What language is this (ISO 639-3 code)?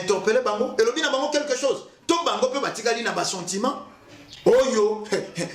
lin